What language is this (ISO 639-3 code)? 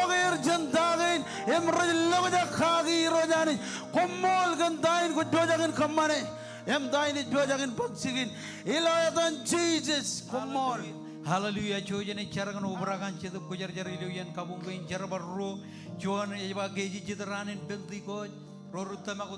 mah